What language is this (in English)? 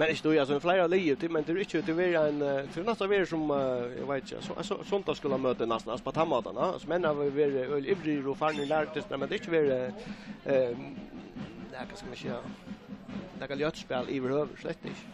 Faroese